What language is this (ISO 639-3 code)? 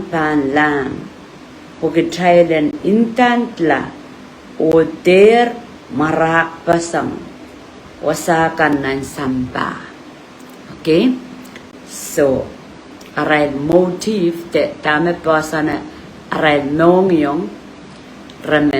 pon